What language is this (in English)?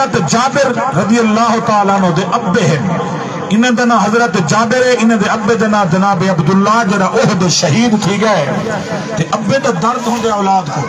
Saraiki